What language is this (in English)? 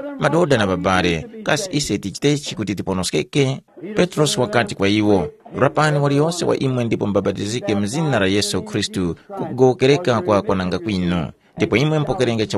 Tumbuka